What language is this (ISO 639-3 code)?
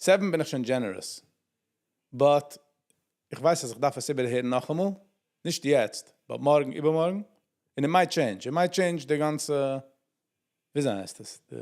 yid